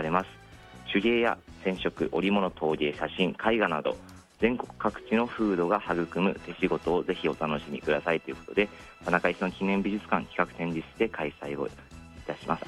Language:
Japanese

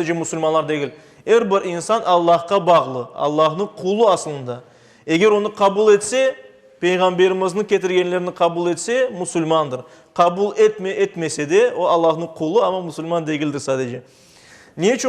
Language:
Crimean Tatar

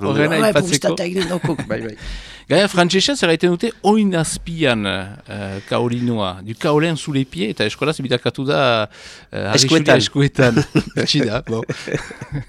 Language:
Basque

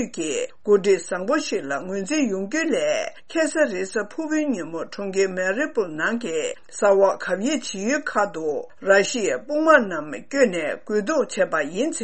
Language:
Tibetan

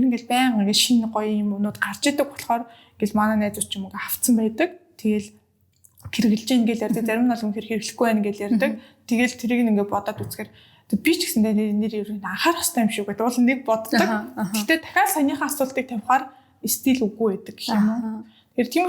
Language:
Mongolian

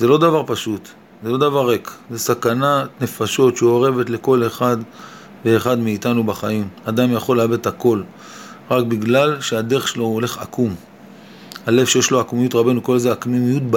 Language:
Hebrew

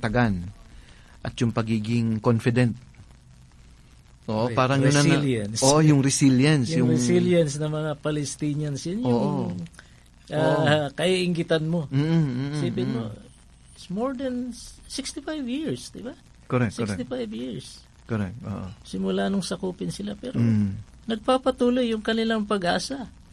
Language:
Filipino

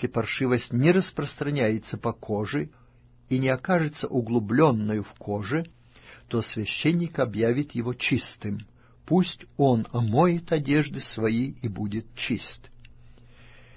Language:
Russian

